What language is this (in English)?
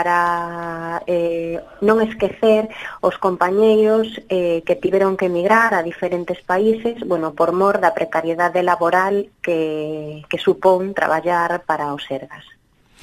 Galician